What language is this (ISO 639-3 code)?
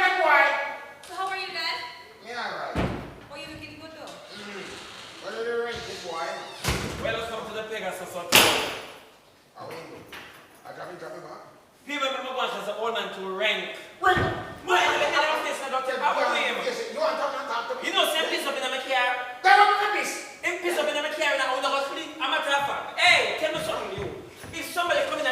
jam